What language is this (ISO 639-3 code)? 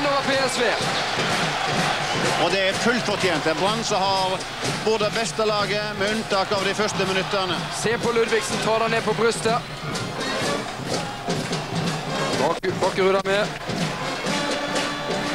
nor